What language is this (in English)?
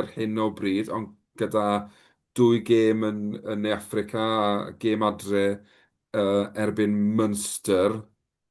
Welsh